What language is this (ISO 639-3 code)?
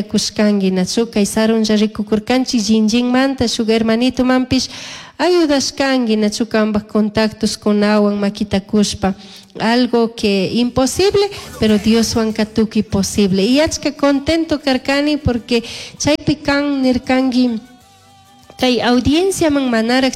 qug